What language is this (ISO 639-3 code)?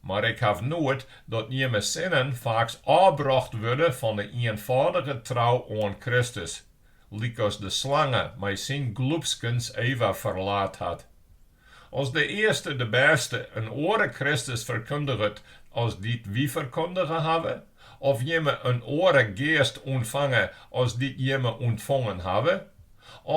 fry